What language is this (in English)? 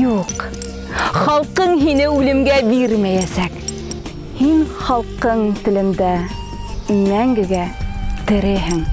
Bashkir